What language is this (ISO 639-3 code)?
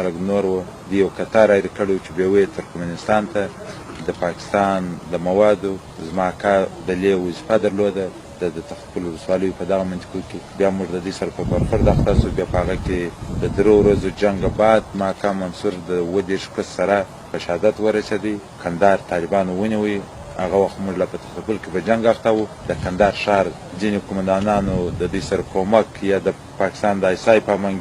pus